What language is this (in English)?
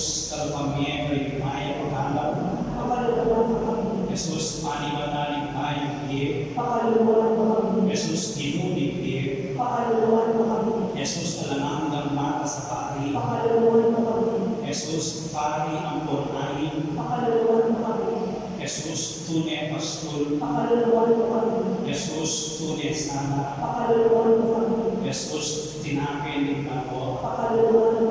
Pampanga